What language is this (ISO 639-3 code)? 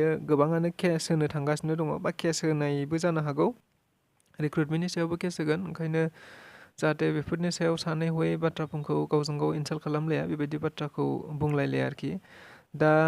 brx